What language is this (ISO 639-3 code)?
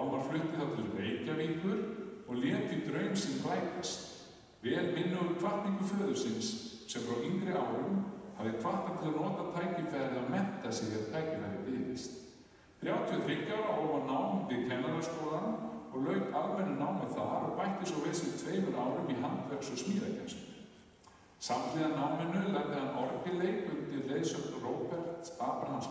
isl